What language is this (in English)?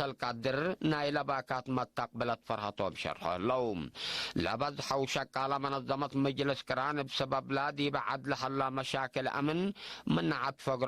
Tigre